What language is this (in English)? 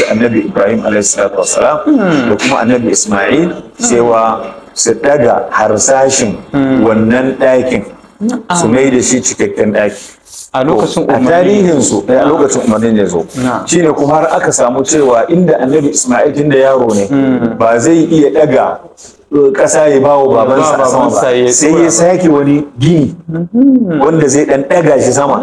Hausa